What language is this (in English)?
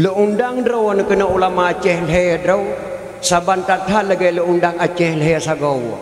Achinese